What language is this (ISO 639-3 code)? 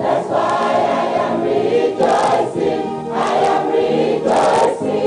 ewe